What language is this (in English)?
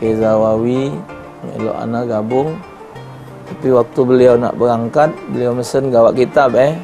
Musi